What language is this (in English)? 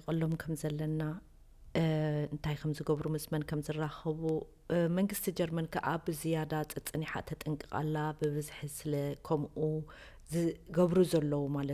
Tigrinya